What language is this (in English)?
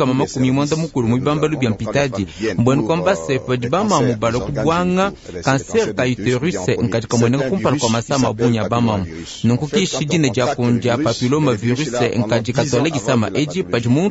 Luba-Lulua